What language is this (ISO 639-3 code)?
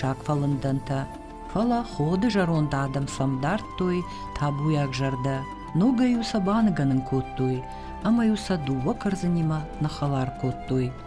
oss